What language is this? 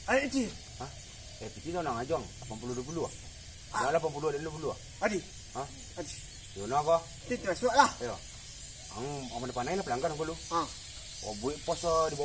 Minangkabau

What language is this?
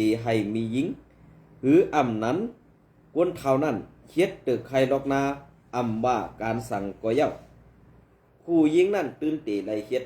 Shan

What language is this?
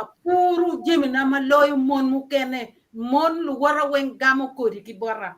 Acoli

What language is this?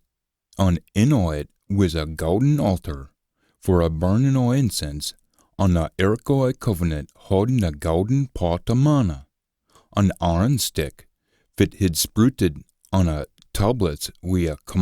Scots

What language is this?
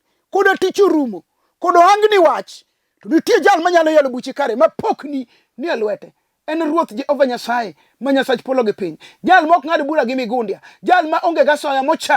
Luo (Kenya and Tanzania)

